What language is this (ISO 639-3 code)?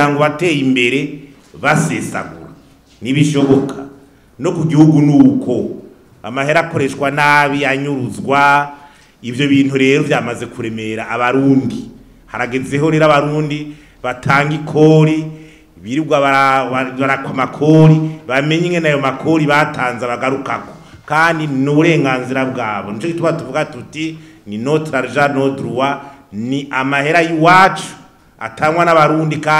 run